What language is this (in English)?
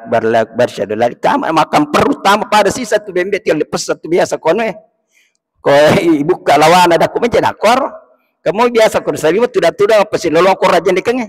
Buginese